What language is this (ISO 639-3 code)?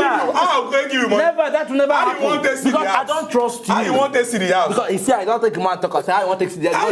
pcm